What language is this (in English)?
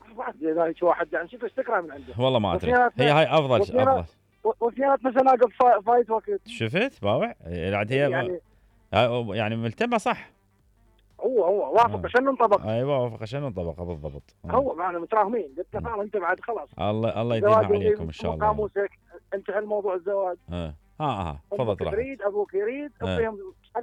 Mesopotamian Arabic